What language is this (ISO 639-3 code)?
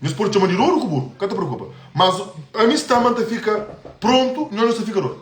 kea